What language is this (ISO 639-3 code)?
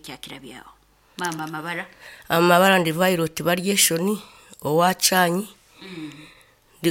nyo